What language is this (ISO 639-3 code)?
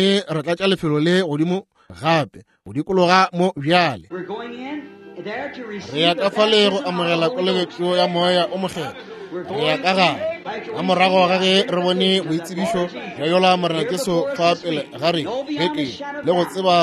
nso